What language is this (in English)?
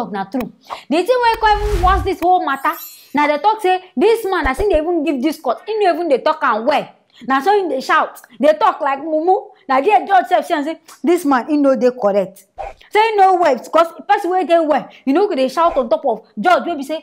Nigerian Pidgin